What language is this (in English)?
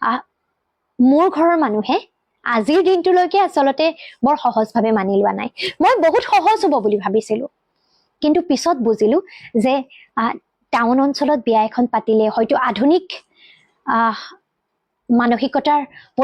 Assamese